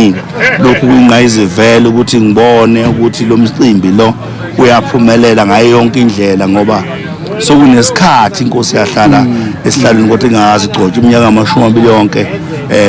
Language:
Zulu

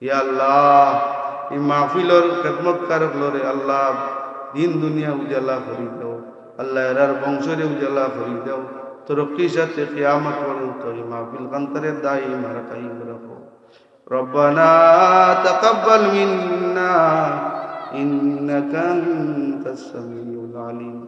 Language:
Sylheti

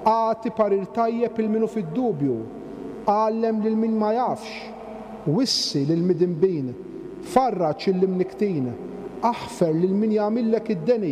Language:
Maltese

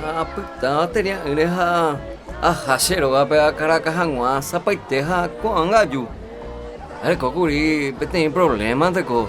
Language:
Guarani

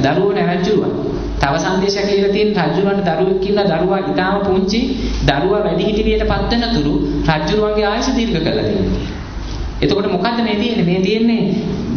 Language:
Sinhala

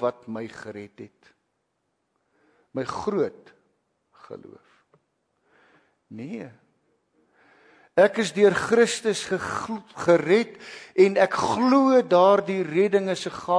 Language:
Afrikaans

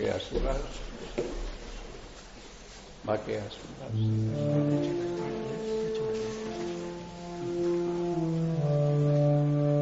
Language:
Basque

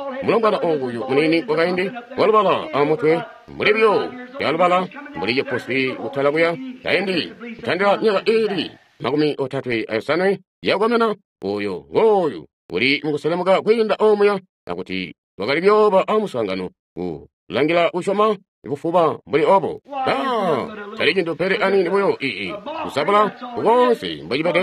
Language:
Tonga (Zambia)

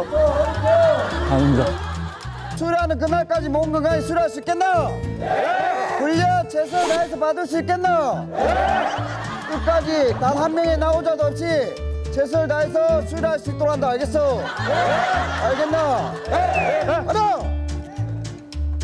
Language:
Korean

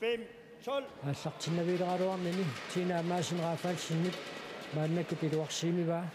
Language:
Kalaallisut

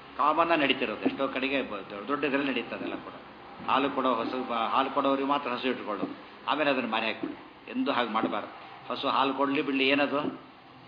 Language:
Kannada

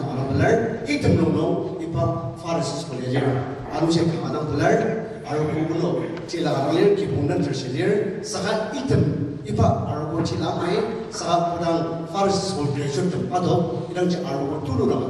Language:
Ao Naga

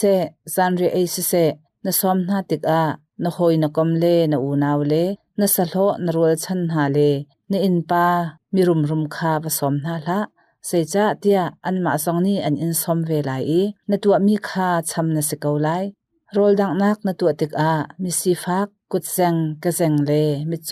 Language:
Hakha Chin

